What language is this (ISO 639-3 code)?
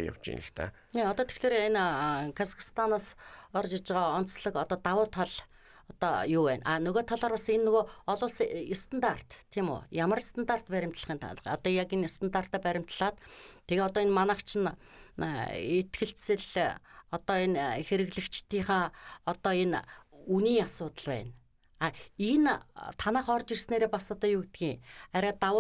mon